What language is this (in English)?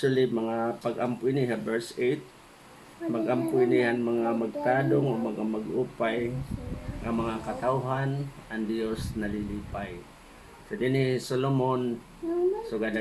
Waray